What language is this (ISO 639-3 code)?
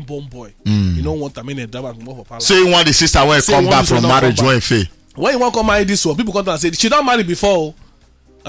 pcm